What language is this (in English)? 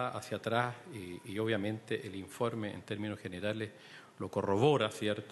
Spanish